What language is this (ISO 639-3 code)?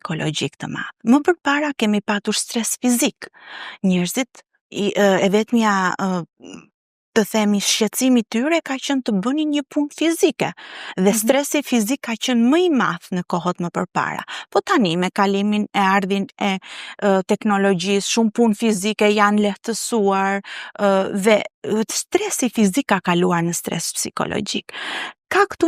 sqi